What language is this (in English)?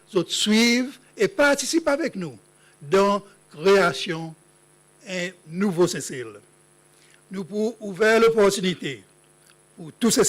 Seselwa Creole French